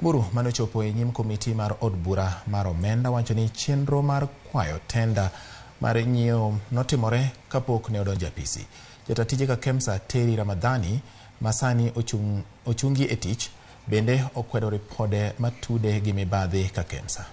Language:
Luo (Kenya and Tanzania)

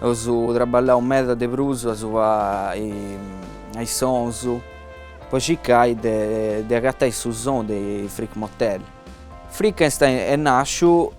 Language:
Sardinian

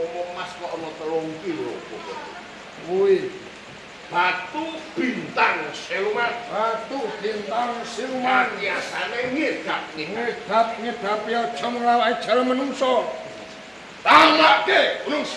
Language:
Javanese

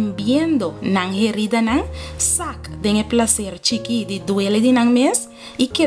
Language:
Papiamento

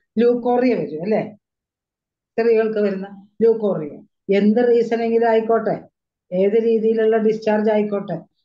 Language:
Malayalam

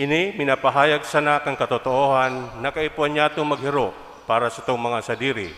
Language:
Bikol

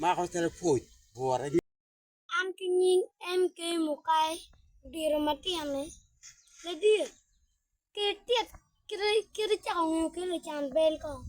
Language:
Acoli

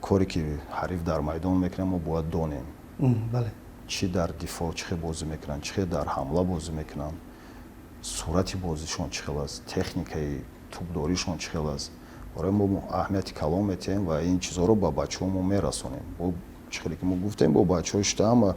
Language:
Tajik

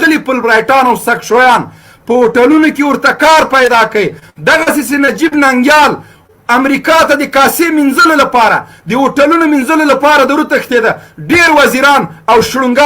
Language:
Pashto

